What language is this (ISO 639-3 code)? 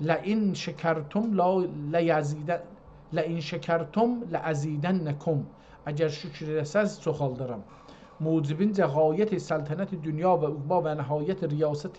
azb